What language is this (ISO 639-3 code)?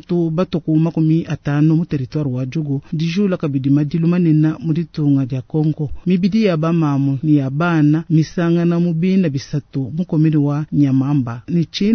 lua